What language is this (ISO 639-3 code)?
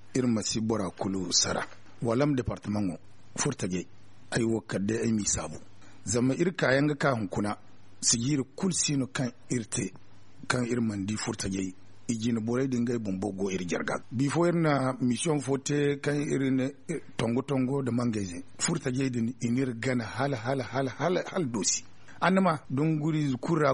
dje